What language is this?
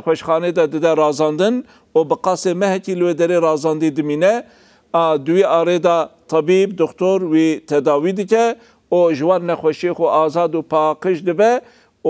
Kurdish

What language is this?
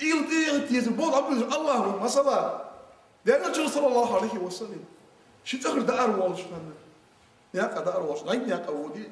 Ingush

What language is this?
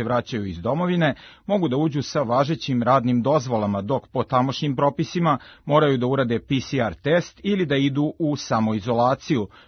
Serbian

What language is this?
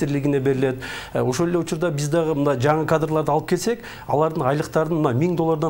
Kyrgyz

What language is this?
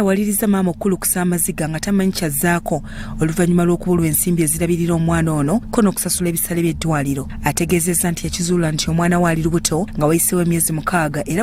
Ganda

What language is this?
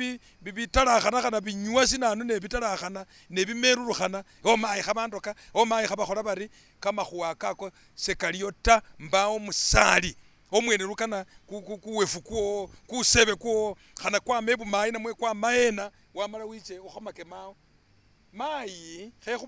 Masaaba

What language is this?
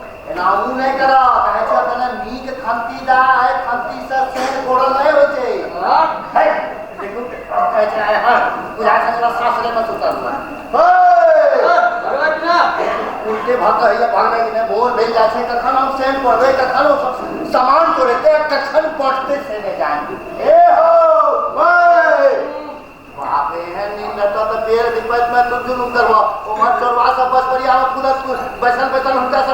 Maithili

